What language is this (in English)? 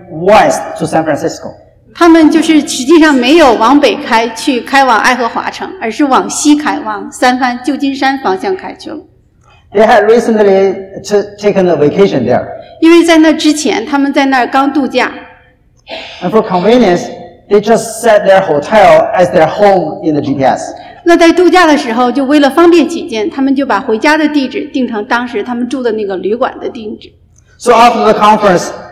Chinese